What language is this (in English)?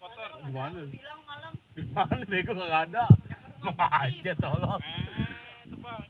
Betawi